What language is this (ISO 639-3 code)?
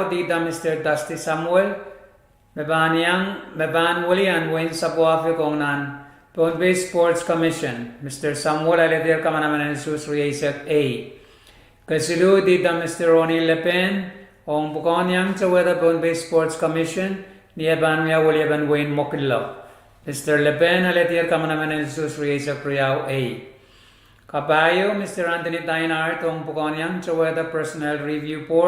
pon